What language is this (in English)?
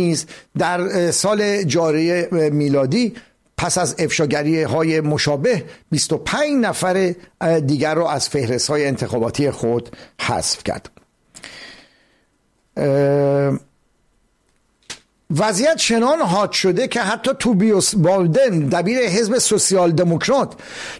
Persian